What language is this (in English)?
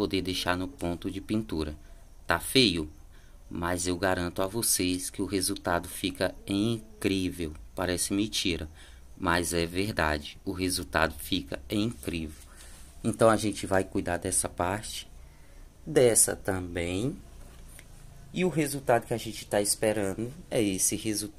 Portuguese